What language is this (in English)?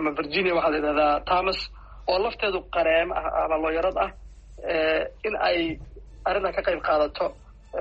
Somali